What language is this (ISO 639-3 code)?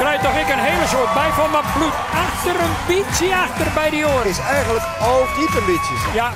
fry